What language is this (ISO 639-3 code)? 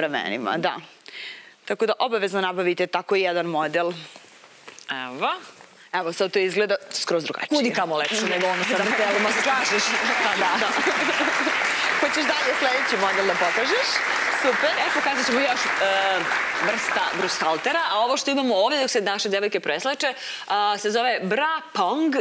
srp